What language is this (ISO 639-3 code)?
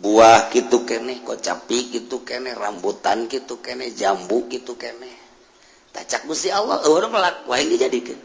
sun